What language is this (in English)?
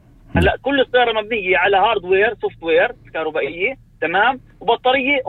North Levantine Arabic